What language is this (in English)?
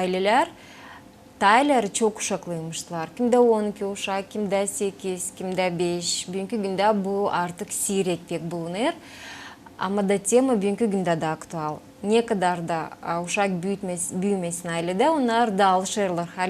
Gagauz